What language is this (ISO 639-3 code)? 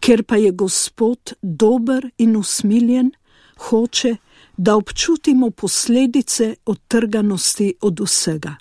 slv